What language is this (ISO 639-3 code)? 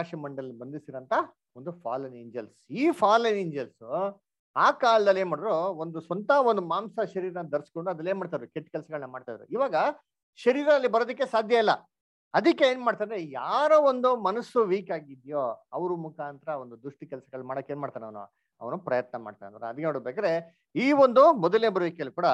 kan